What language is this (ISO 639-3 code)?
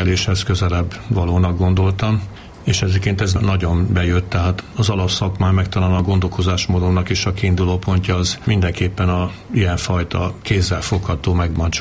hun